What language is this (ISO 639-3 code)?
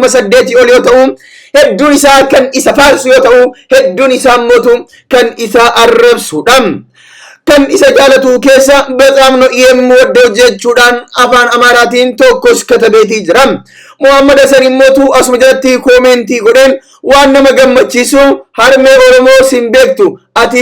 orm